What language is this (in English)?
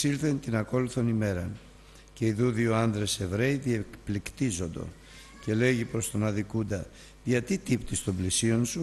Greek